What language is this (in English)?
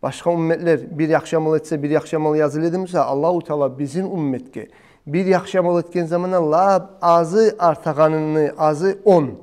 Kumyk